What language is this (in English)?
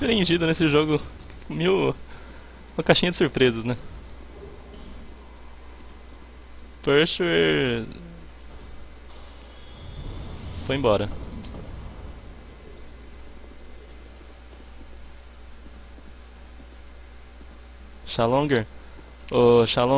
Portuguese